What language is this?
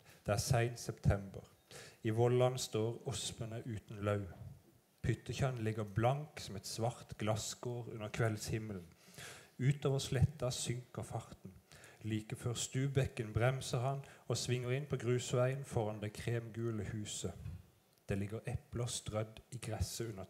Norwegian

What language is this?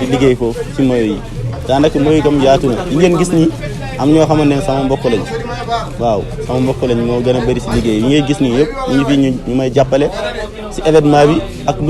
Wolof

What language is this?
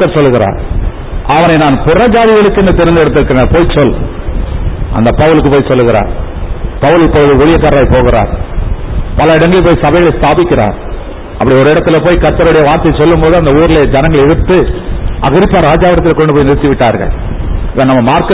Tamil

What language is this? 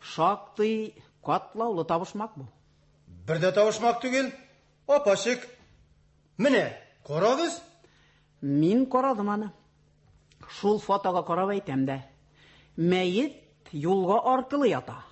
Tatar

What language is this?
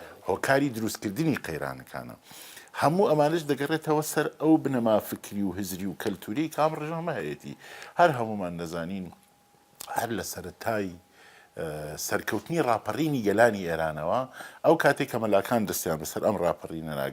Central Kurdish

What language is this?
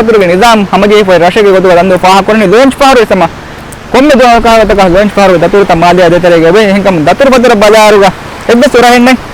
Divehi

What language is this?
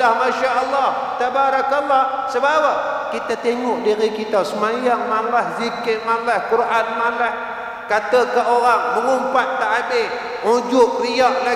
Malay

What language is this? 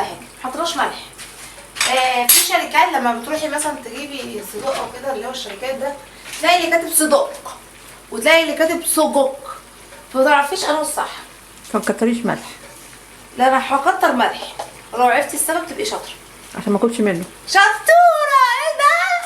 Egyptian Arabic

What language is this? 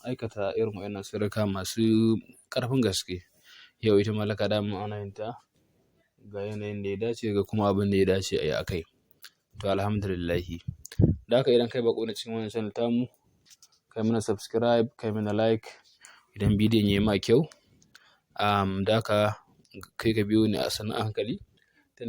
Hausa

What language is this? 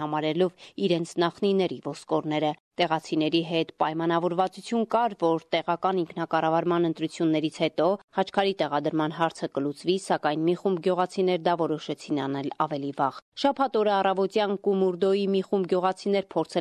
Armenian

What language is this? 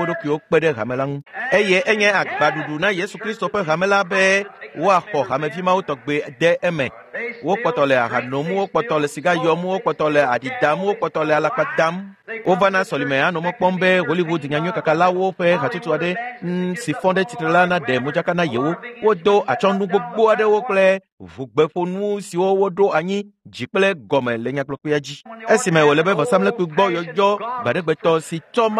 Ewe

